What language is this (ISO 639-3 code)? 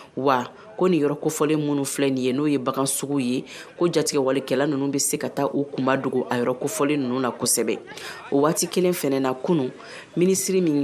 bam